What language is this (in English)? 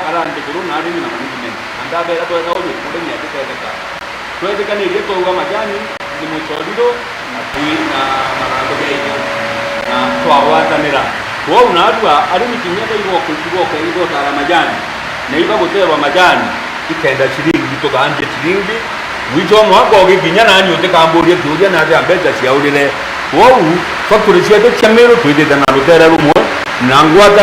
Meru